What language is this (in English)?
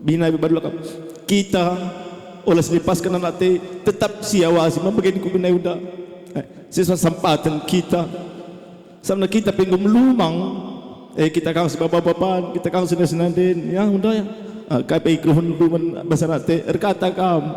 Batak Karo